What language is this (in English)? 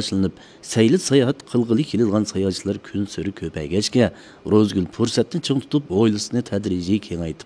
Uyghur